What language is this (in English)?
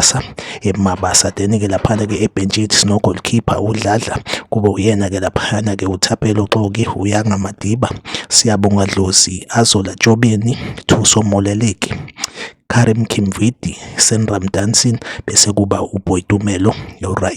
Zulu